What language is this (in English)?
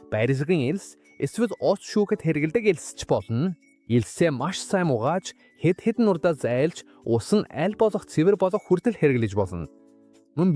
Mongolian